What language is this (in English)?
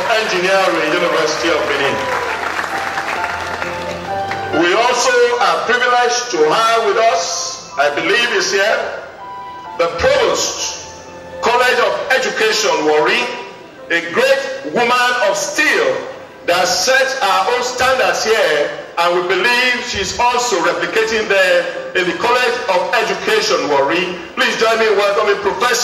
English